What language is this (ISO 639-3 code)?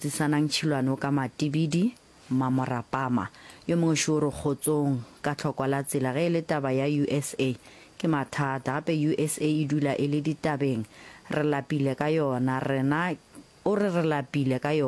nso